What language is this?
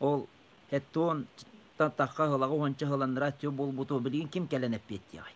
Yakut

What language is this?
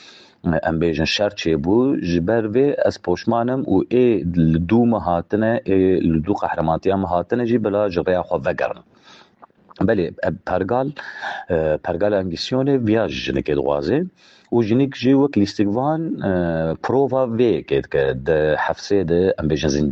Kurdish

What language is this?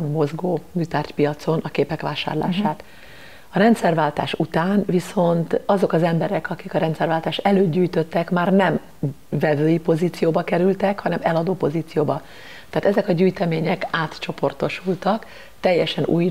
Hungarian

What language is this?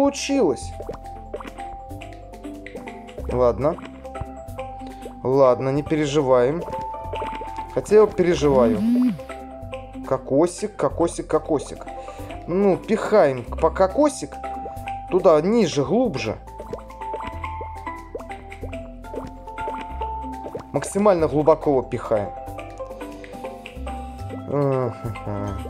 Russian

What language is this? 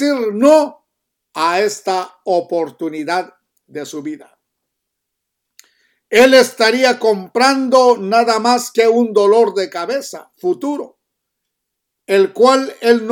Spanish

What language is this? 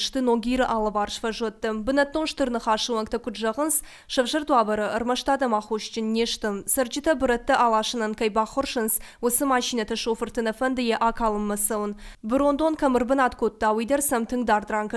Ossetic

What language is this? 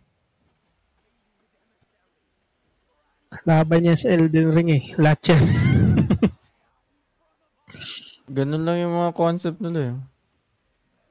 Filipino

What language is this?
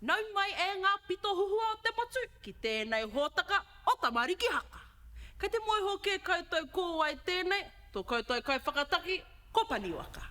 Māori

